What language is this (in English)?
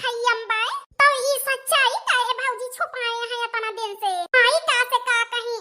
Awadhi